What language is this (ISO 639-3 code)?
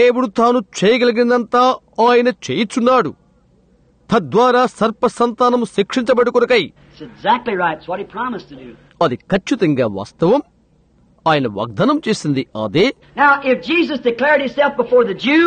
tel